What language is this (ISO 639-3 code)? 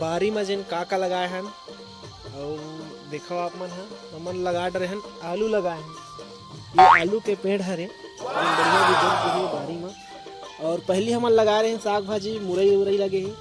hne